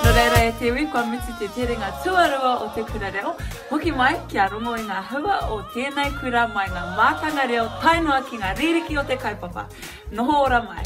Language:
Māori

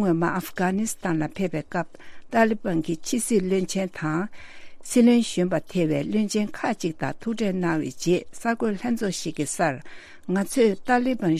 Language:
Tibetan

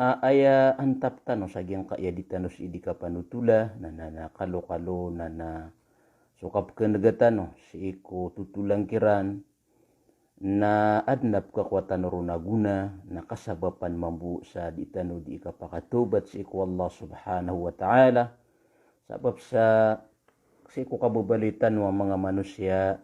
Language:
Maranao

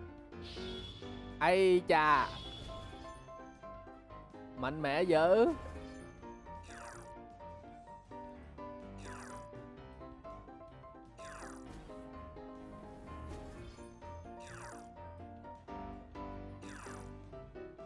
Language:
Vietnamese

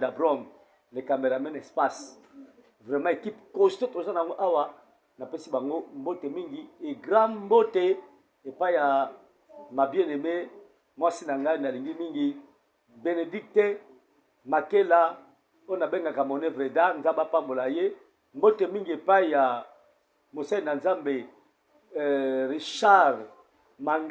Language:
Lingala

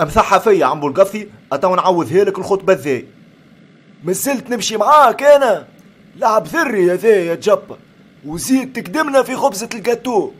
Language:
Tunisian Arabic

